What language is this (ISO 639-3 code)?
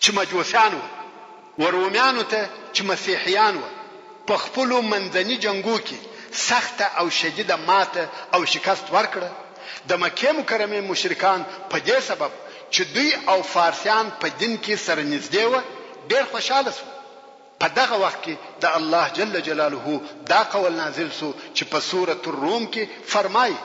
pus